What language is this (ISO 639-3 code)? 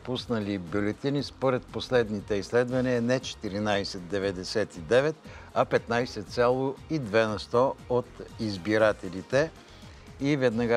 bul